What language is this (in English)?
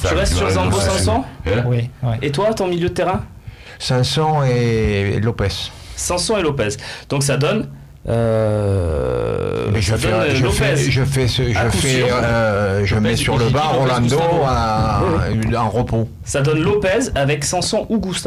French